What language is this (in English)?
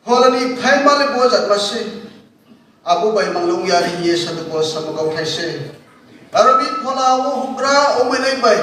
Riang (India)